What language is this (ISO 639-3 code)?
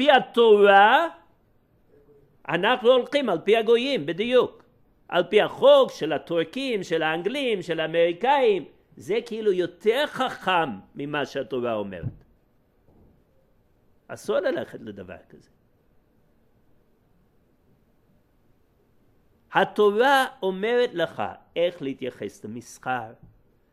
heb